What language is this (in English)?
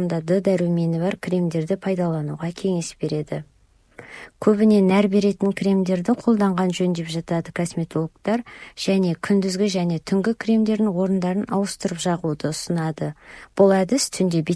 Kazakh